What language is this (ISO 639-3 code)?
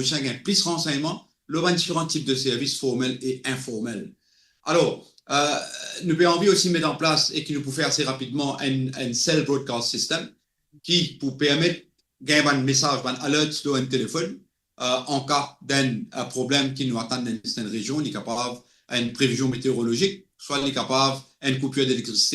mfe